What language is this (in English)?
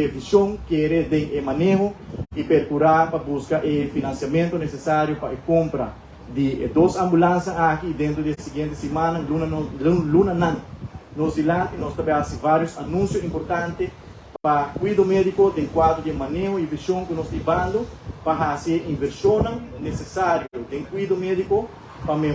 Papiamento